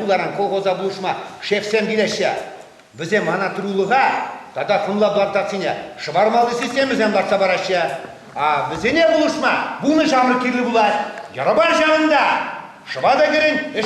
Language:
Chuvash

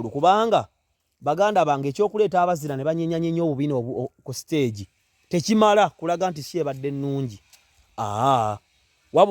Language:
Ganda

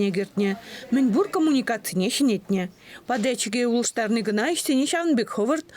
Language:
Chuvash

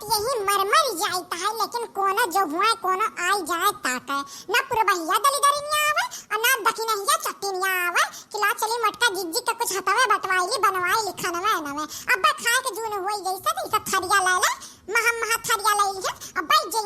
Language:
Awadhi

